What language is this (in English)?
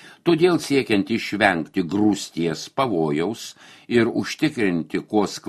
Lithuanian